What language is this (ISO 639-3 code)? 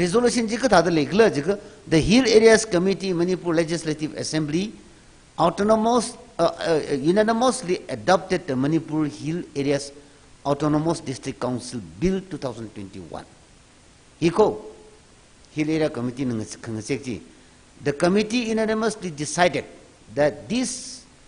nmf